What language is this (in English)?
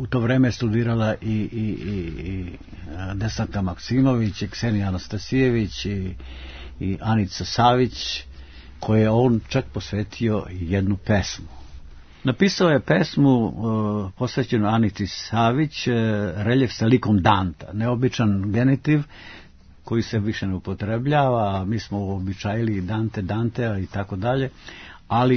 Serbian